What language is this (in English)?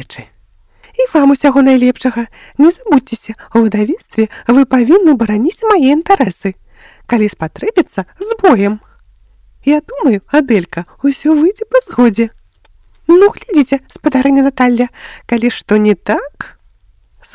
Belarusian